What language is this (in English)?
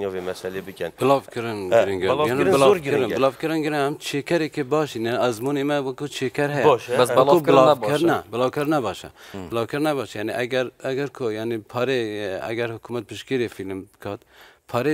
Kurdish